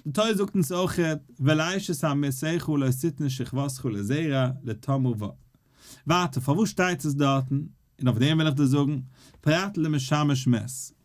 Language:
Yiddish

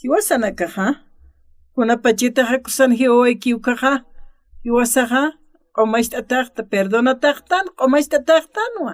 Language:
Aymara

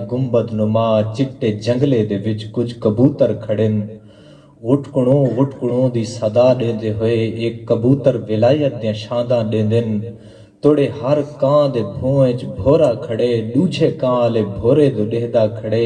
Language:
Saraiki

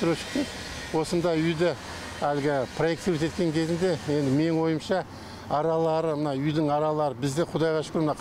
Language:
Kazakh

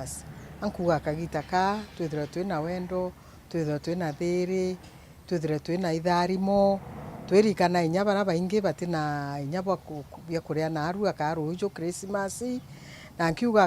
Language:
Meru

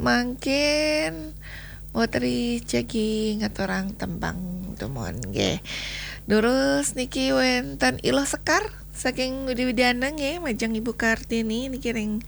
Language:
Balinese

